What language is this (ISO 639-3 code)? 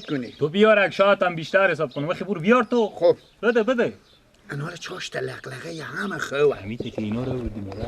fas